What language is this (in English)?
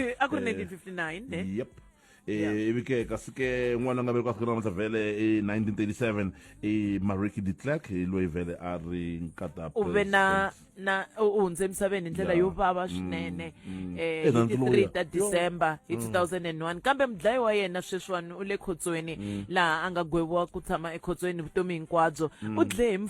Tsonga